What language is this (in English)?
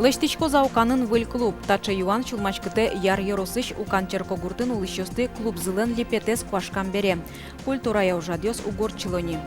Udmurt